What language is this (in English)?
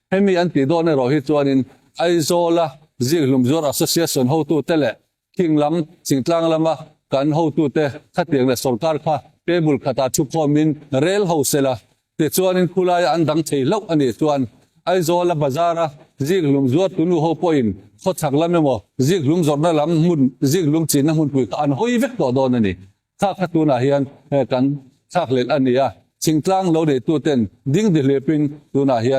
Mizo